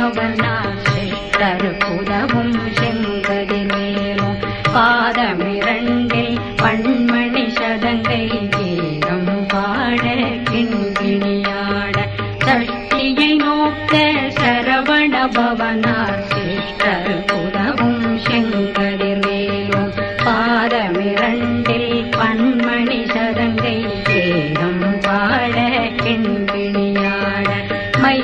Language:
Tamil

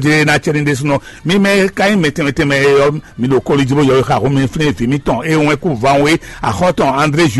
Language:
Fon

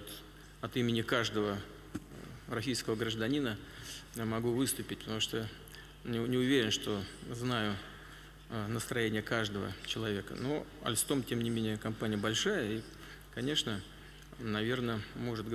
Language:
Russian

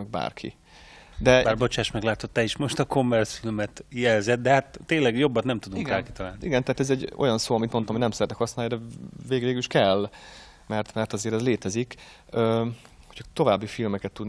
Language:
Hungarian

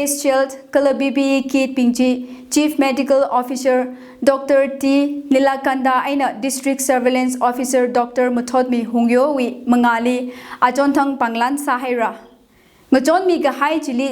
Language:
Tangkhul Naga (India)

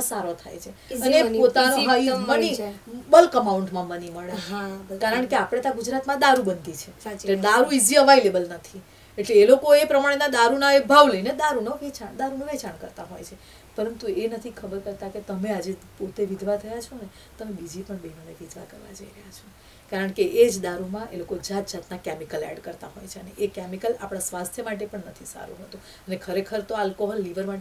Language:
Gujarati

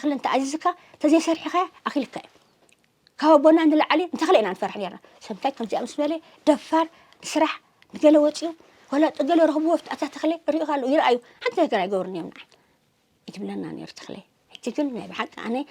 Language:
Tigrinya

